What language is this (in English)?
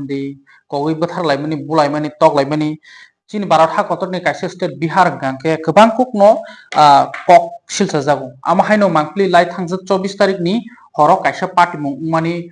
Kok Borok